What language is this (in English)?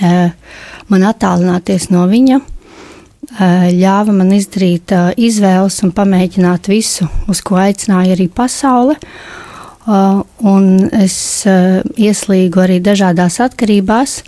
Latvian